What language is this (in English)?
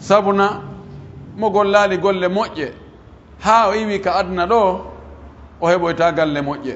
Pular